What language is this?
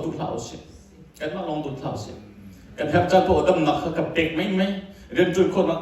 Hakha Chin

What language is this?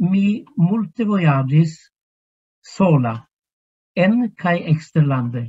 Esperanto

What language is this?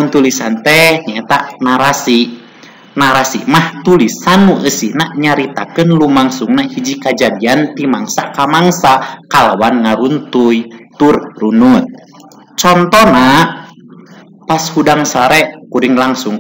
Sundanese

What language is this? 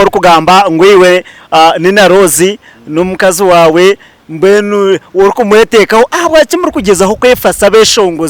Nyankole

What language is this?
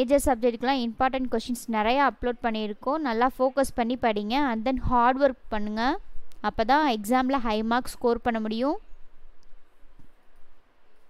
Tamil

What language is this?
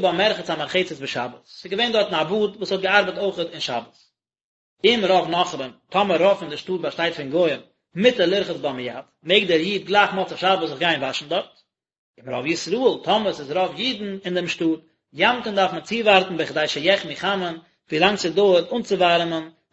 Yiddish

